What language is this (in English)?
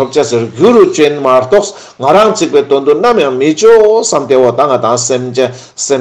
Ladakhi